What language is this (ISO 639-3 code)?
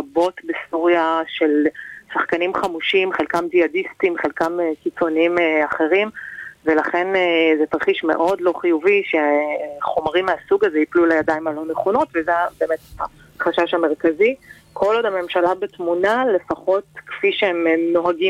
heb